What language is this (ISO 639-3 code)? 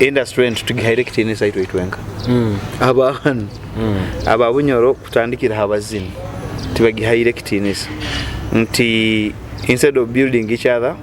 nyo